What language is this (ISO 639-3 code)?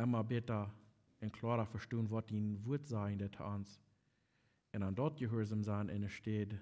pdt